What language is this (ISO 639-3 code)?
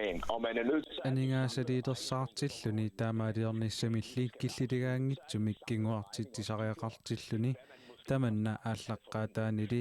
kal